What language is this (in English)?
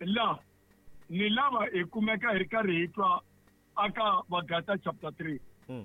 Tsonga